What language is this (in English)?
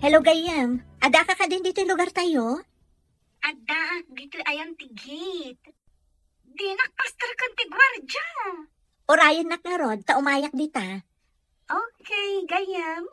Iloko